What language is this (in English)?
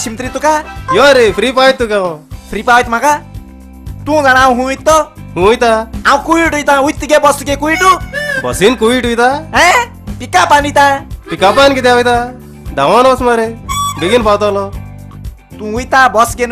Konkani